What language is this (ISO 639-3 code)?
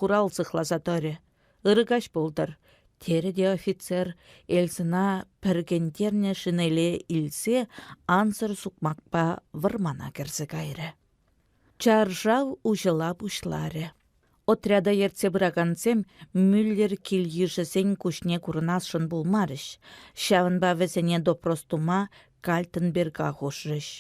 chv